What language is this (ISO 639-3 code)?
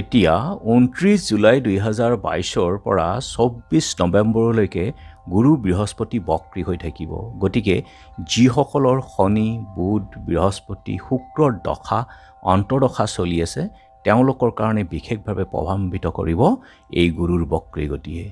asm